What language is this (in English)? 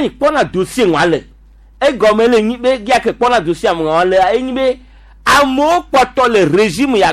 Gen